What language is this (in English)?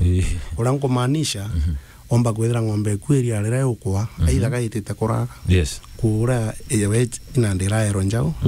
Meru